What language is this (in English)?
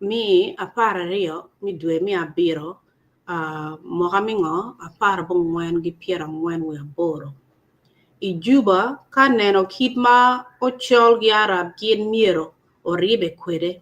Acoli